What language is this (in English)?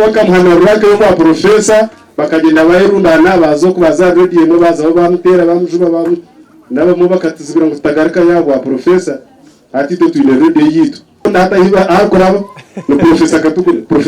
Nyankole